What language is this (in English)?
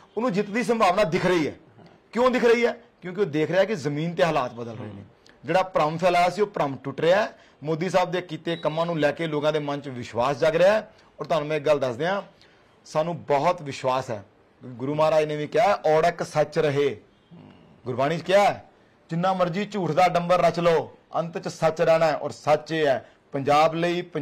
Punjabi